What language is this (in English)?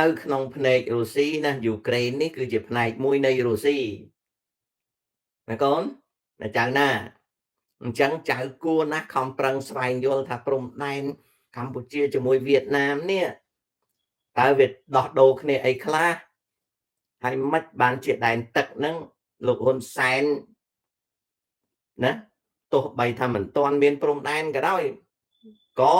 Khmer